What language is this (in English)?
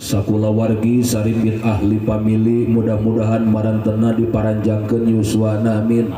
Sundanese